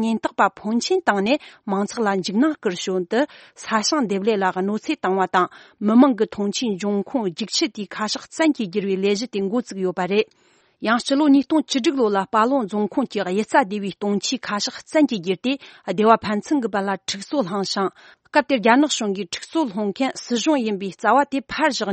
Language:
Tibetan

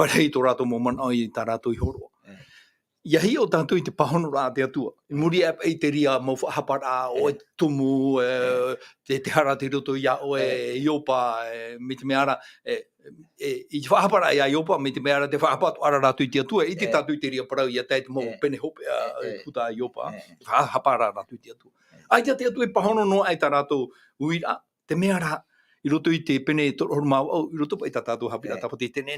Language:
Tahitian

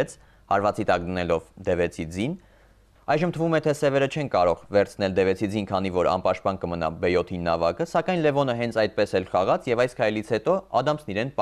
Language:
Armenian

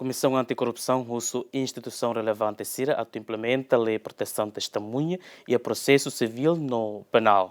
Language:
Tetum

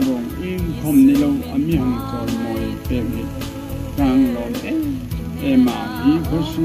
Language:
Hmar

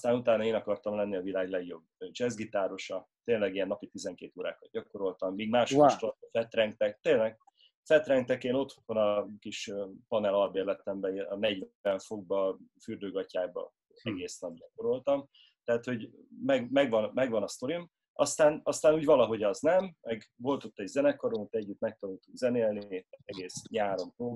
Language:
Hungarian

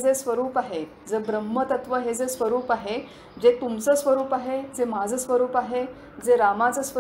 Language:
Marathi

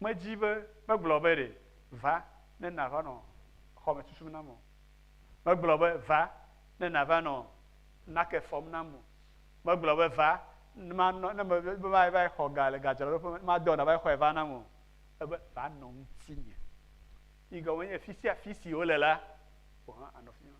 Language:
Ewe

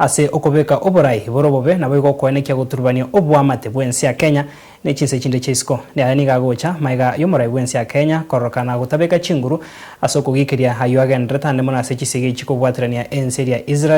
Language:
Gusii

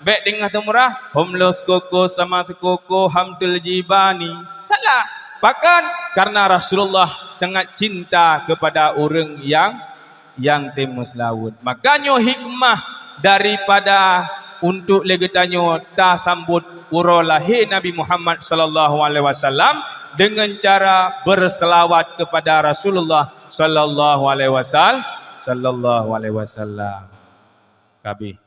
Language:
Achinese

